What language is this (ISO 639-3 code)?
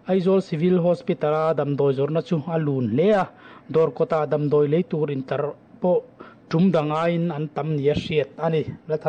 lus